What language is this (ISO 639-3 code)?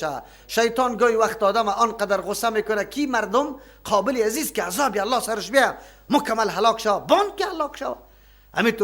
fas